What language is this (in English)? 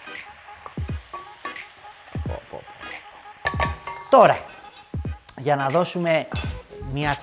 Greek